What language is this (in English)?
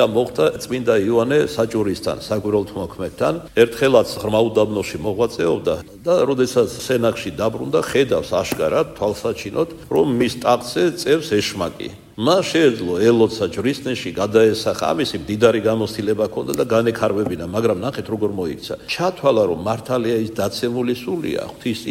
Georgian